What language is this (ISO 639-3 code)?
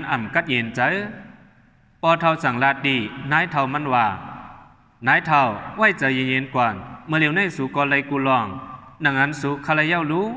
shn